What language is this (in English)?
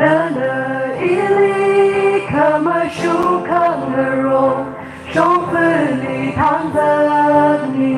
Tangkhul Naga (India)